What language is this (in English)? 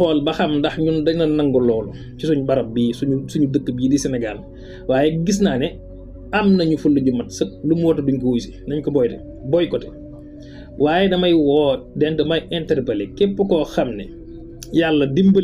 Wolof